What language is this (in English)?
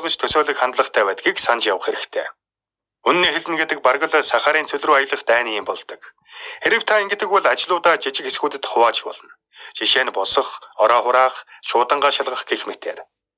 Mongolian